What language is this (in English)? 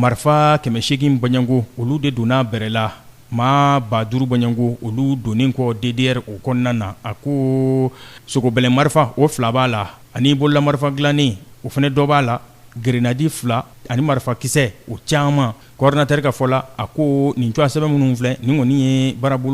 Bambara